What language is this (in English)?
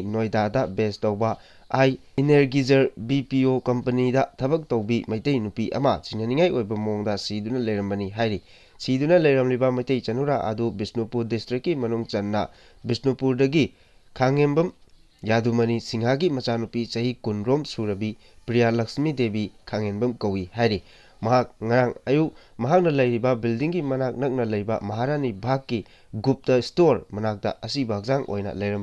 Manipuri